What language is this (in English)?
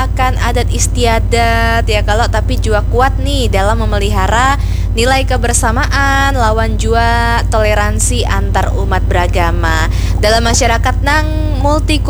Banjar